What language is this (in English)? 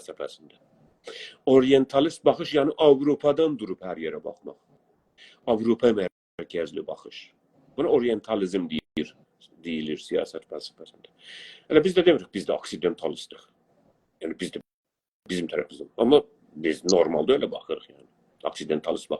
South Azerbaijani